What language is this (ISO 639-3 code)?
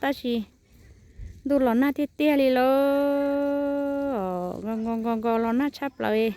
hmn